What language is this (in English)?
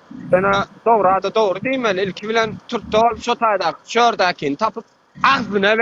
Turkmen